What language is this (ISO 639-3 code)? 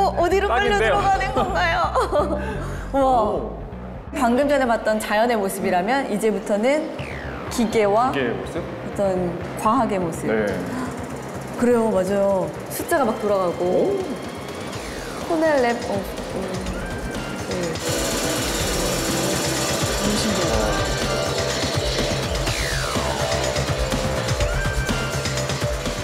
kor